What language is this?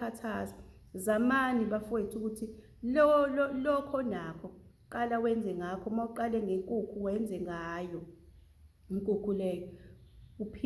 Zulu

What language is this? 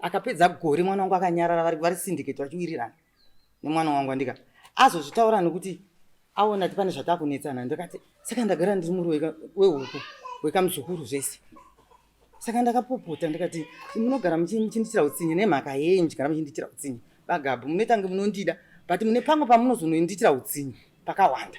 Shona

